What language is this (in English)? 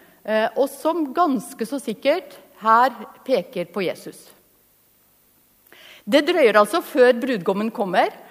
Norwegian